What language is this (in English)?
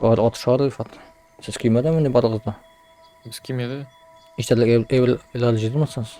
Tatar